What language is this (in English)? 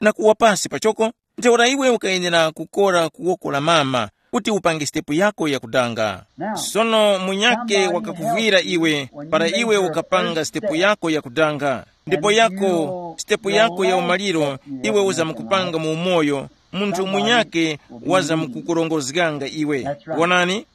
Tumbuka